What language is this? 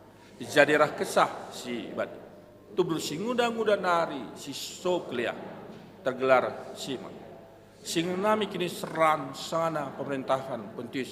Batak Karo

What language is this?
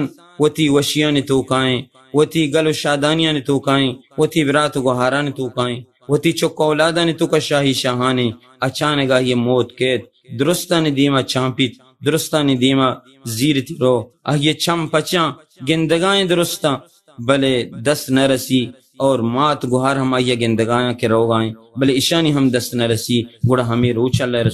Baluchi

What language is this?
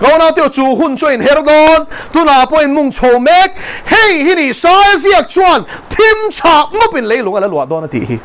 Mizo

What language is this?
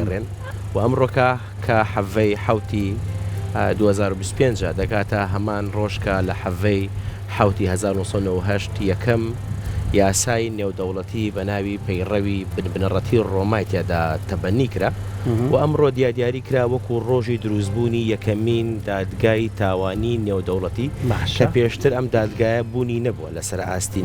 Central Kurdish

